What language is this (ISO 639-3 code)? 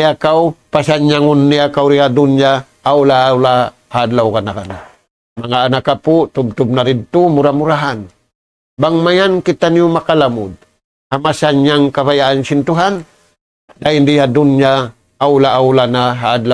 tsg